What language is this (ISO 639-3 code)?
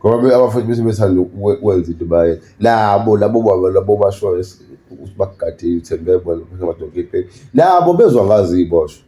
zul